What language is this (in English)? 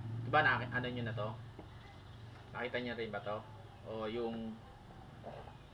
Filipino